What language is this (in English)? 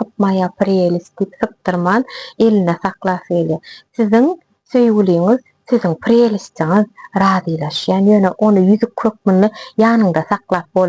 Turkmen